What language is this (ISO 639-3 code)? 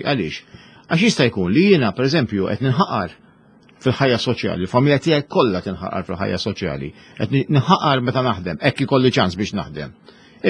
mlt